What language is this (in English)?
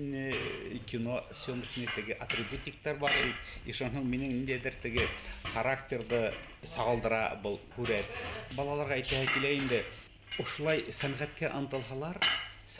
Bashkir